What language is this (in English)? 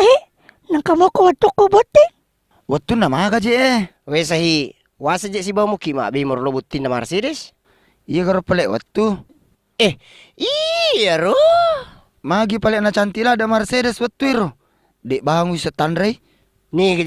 Buginese